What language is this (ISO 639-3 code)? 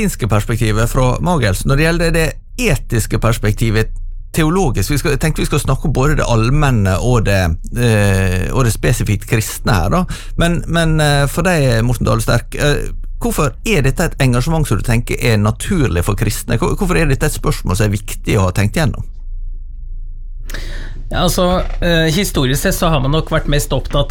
nor